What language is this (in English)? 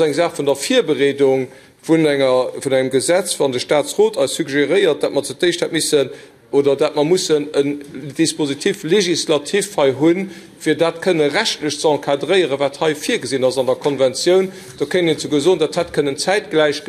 Luxembourgish